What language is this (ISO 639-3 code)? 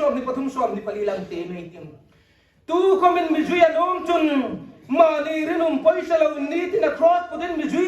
hmr